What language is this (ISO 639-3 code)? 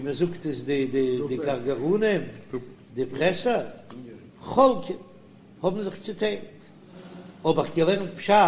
yid